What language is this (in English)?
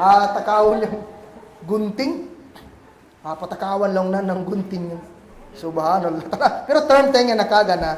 Kagan Kalagan